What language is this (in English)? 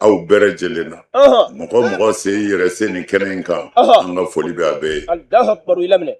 Bambara